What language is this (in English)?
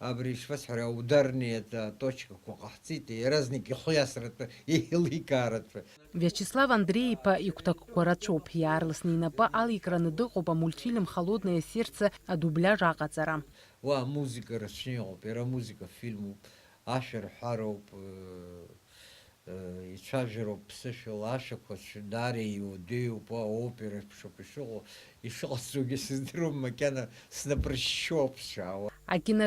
Abkhazian